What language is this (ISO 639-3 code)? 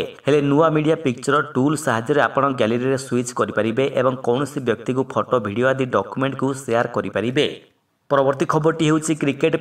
ori